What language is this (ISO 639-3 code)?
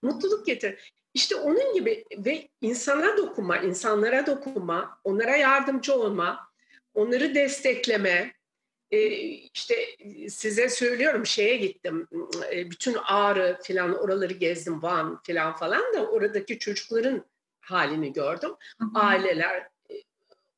tur